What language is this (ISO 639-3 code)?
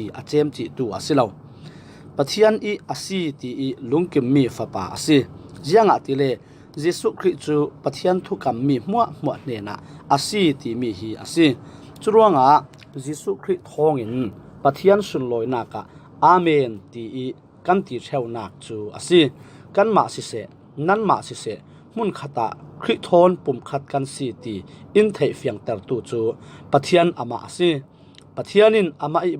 cfm